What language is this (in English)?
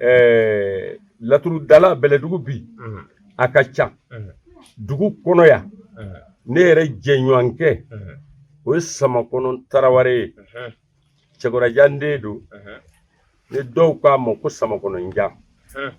Bambara